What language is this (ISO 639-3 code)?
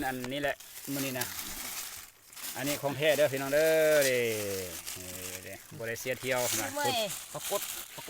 lao